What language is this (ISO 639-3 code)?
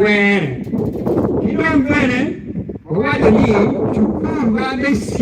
ach